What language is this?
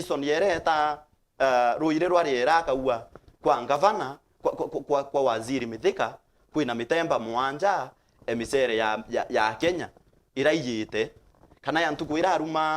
Meru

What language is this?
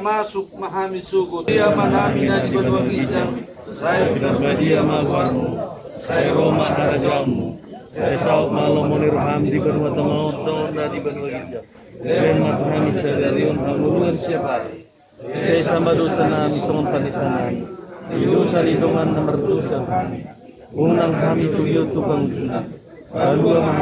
Batak Toba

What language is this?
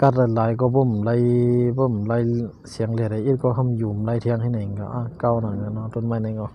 Shan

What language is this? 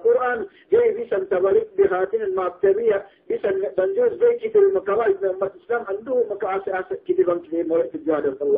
Yakan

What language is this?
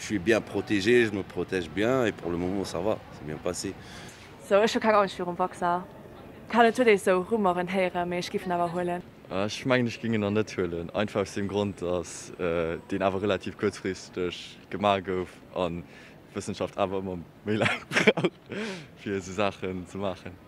Luxembourgish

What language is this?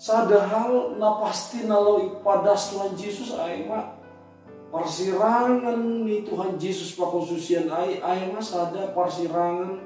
Batak Simalungun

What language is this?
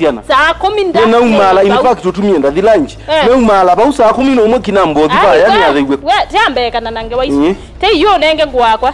Kamba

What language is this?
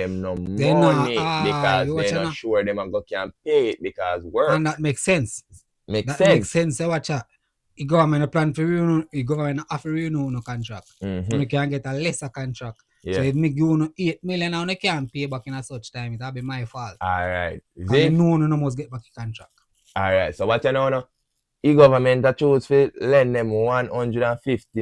Jamaican Creole English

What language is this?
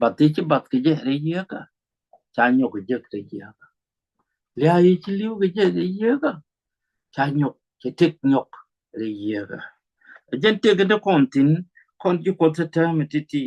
Nuer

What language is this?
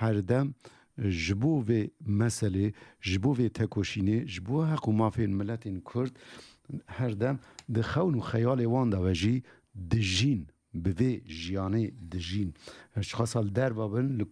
Kurdish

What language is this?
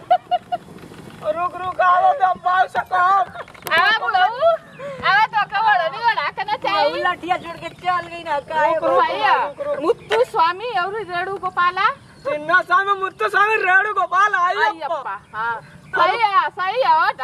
Bhojpuri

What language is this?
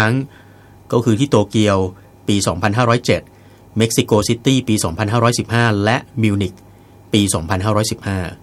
Thai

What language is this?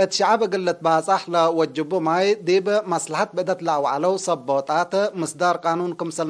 Tigre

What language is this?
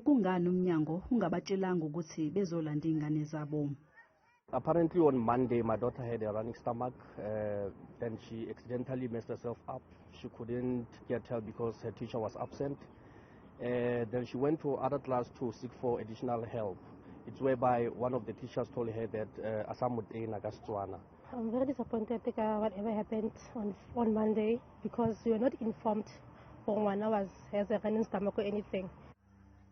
Zulu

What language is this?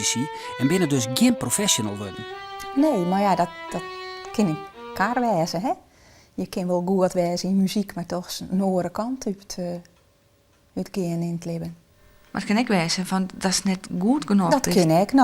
Western Frisian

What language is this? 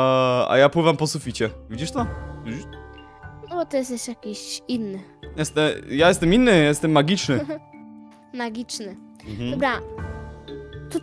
Polish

